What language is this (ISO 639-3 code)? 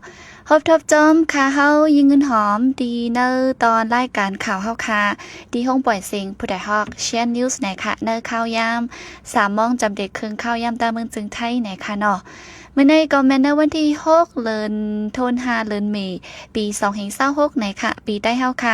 shn